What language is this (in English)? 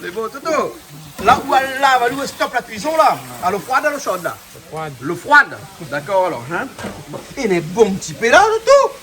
Réunion Creole French